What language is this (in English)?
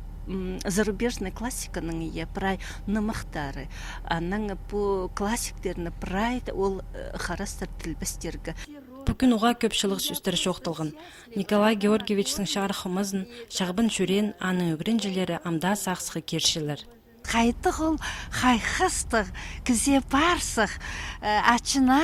Khakas